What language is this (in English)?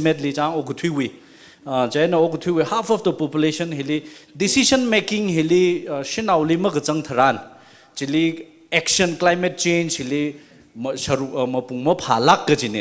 Tangkhul Naga (India)